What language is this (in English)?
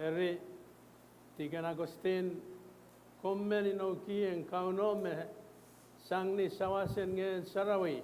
Pohnpeian